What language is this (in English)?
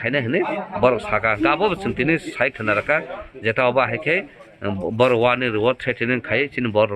Kok Borok